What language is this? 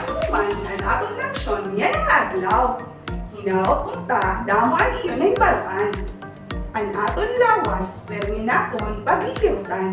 Waray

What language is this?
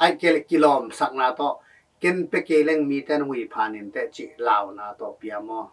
Tedim Chin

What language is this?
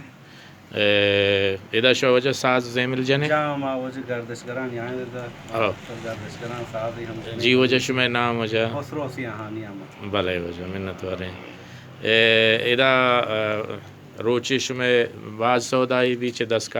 Baluchi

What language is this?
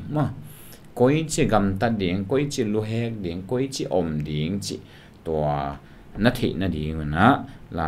Tedim Chin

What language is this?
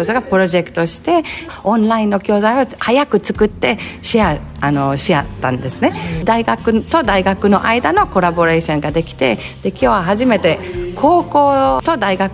Japanese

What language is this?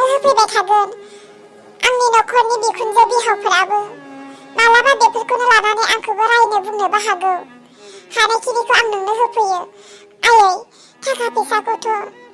Bodo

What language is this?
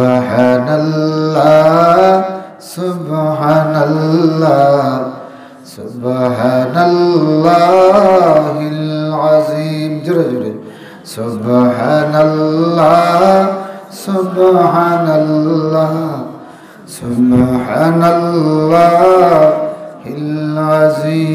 Sylheti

